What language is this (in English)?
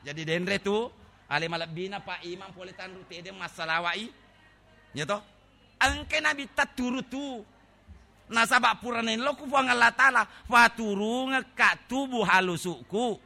Buginese